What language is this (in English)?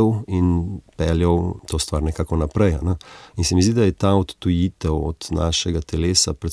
Slovenian